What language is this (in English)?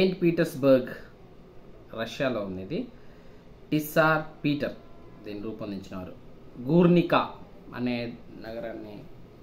Telugu